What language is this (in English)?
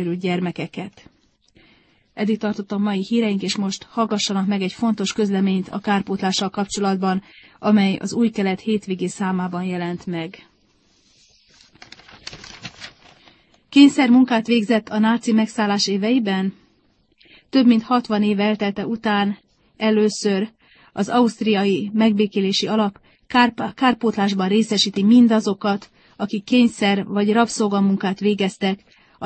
Hungarian